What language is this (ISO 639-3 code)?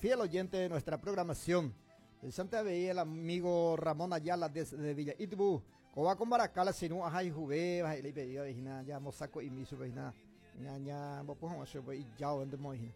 grn